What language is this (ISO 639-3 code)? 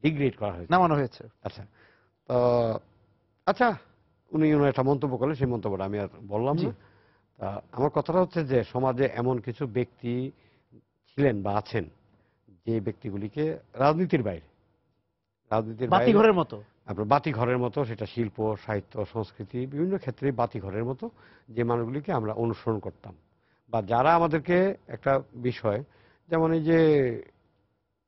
ben